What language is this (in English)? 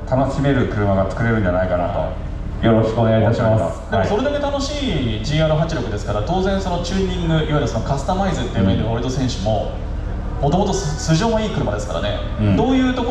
Japanese